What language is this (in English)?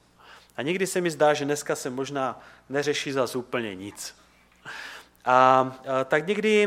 Czech